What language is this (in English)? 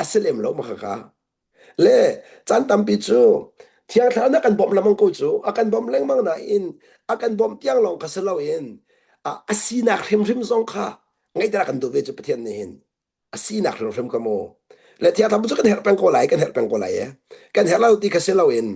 Hakha Chin